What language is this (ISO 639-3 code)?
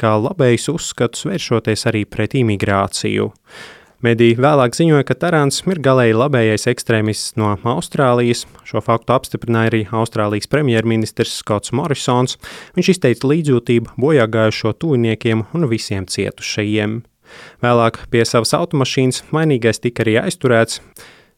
lav